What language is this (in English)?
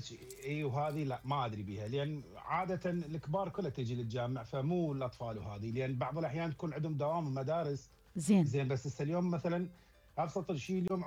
Mesopotamian Arabic